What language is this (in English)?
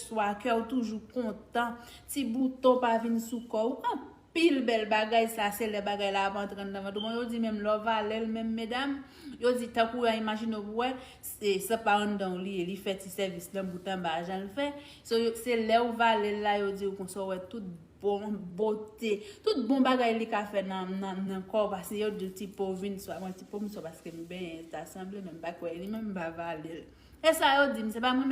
Haitian Creole